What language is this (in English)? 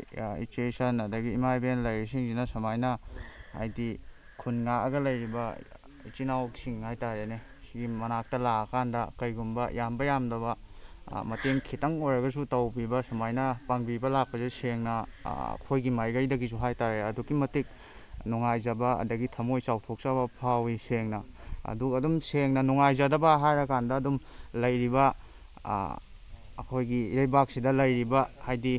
Manipuri